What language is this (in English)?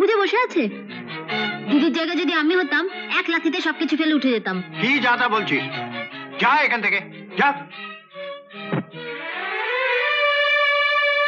Bangla